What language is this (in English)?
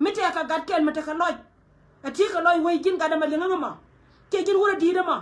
Nuer